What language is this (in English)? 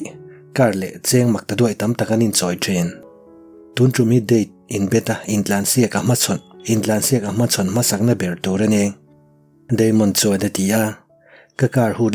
Mizo